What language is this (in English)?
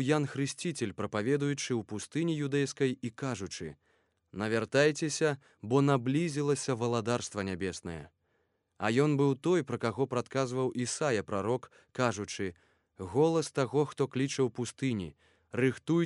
Belarusian